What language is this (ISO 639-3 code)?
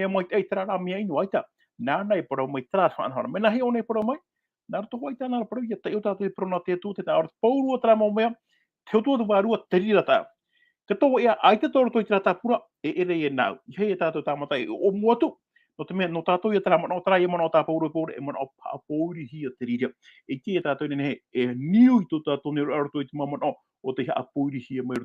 tah